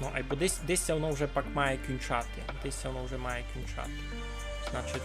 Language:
Rusyn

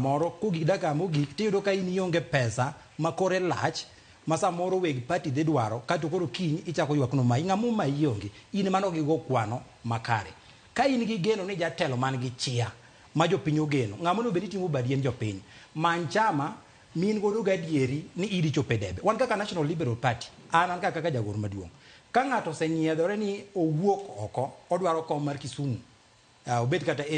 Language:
Luo (Kenya and Tanzania)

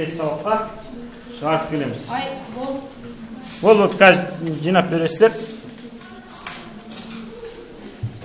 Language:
Kazakh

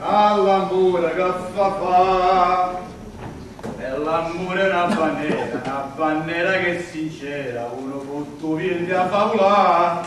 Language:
Neapolitan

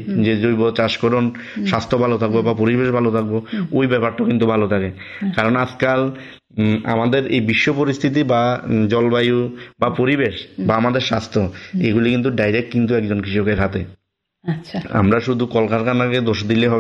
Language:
Bangla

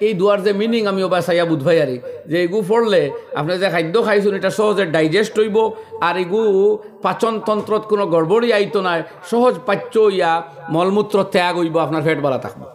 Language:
Sylheti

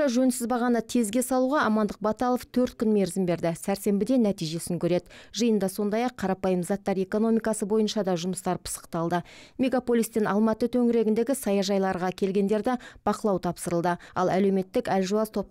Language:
Kazakh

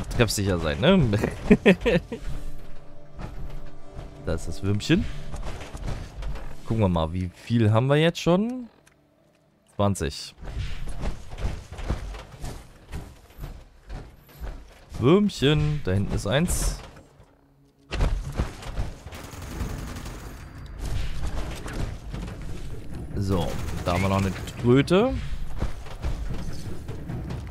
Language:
German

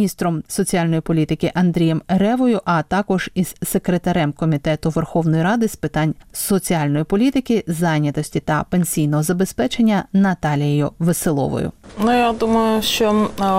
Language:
Ukrainian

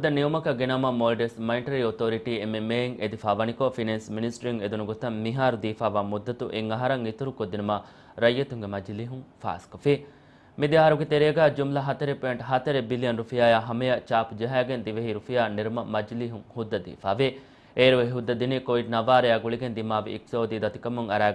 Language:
Divehi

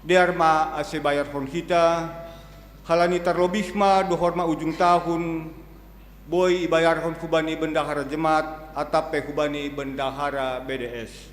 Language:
Batak Simalungun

